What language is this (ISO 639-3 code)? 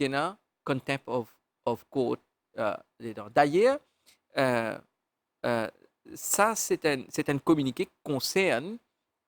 mfe